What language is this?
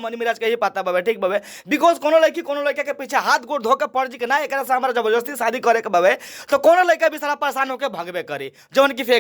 Bhojpuri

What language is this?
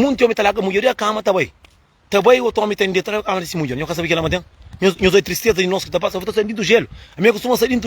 Kabuverdianu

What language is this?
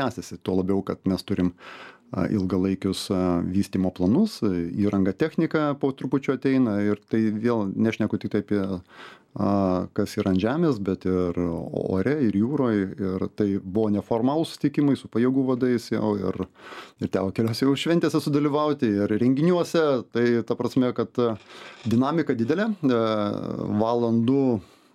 Lithuanian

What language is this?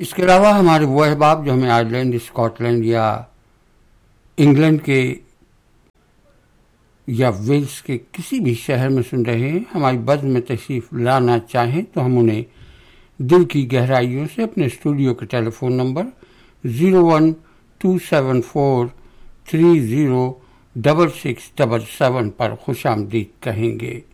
Urdu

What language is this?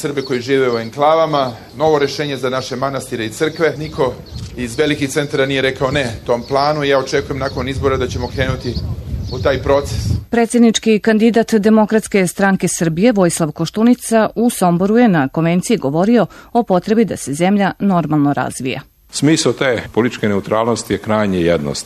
Serbian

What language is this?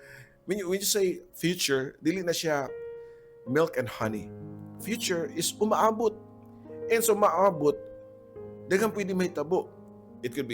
Cebuano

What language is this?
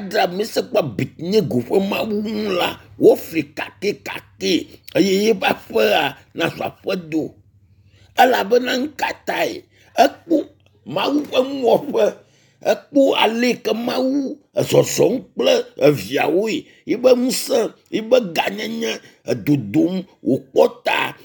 Ewe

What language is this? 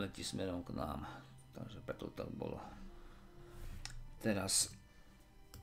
Slovak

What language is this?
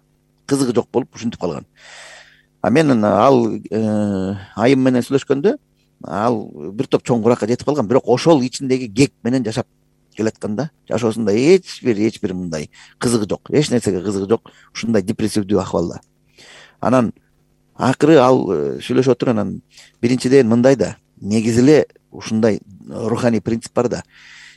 Kyrgyz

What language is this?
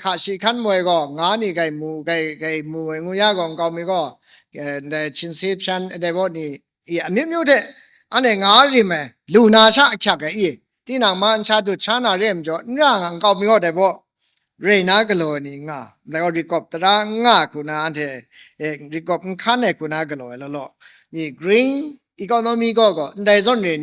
Kachin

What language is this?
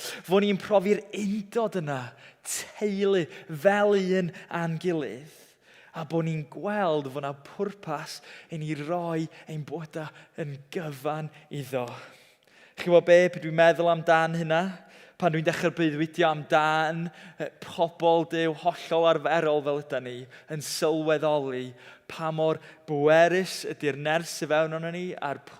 Welsh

